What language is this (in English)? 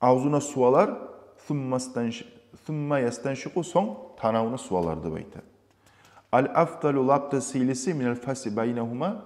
Kumyk